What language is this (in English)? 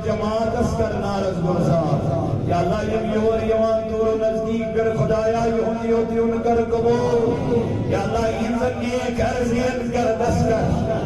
Kashmiri